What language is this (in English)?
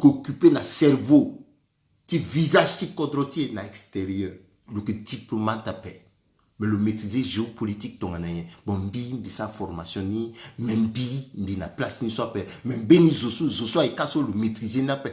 Sango